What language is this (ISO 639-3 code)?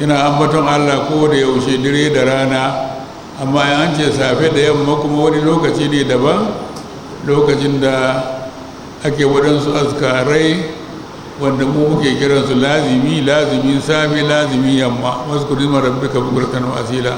hau